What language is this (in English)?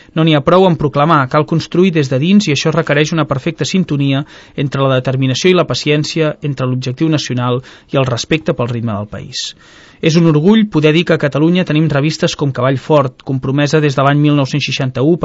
Catalan